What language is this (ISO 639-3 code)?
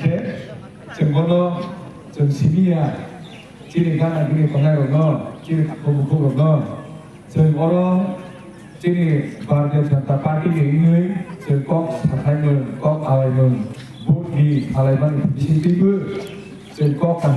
trp